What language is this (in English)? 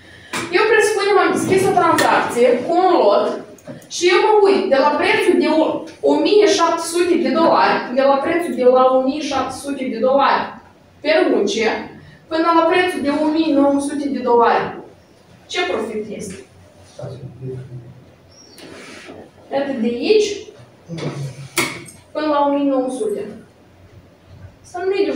Romanian